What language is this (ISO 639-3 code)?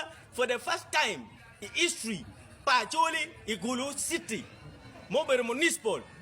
ach